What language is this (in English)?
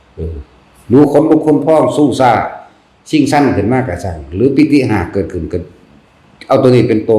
Lao